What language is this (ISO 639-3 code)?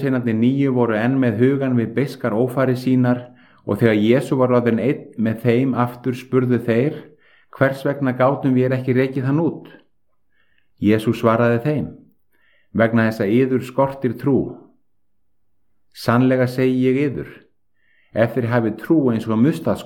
isl